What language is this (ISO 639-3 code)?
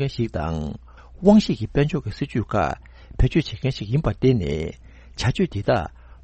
bod